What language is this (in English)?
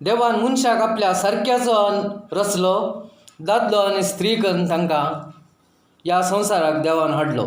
Konkani